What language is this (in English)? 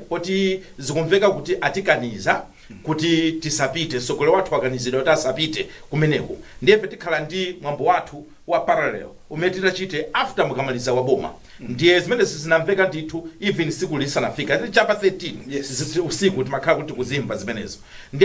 Nyanja